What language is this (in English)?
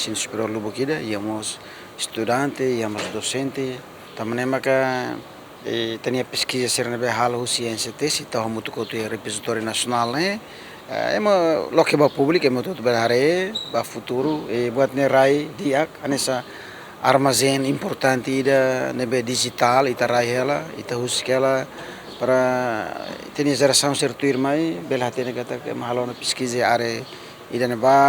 Tetum